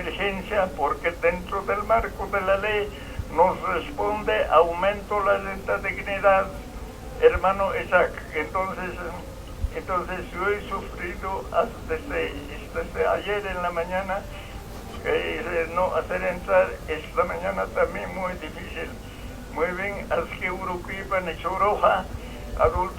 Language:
Aymara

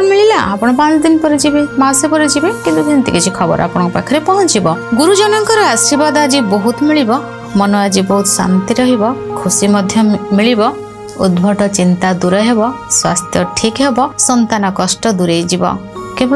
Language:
Odia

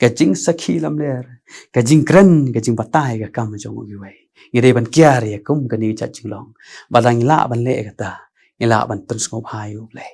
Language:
Khasi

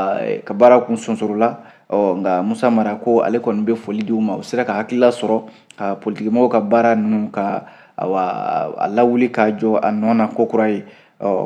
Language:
Bambara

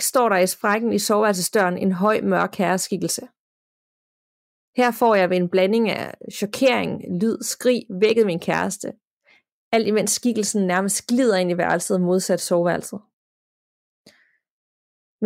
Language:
Danish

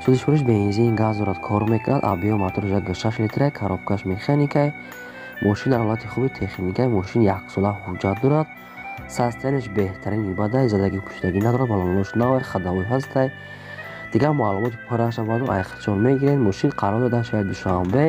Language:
Tajik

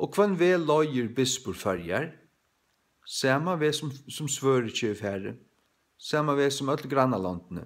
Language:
Faroese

